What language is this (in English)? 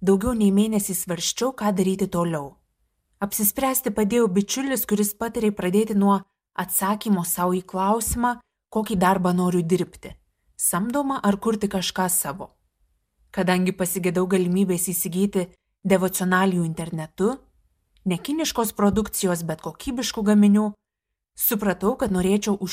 Lithuanian